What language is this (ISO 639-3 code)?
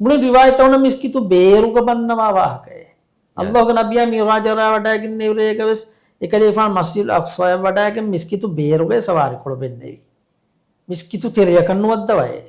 div